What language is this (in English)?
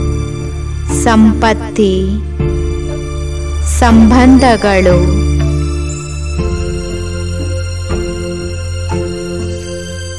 Kannada